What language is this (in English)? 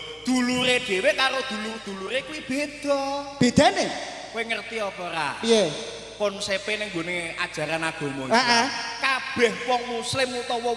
Javanese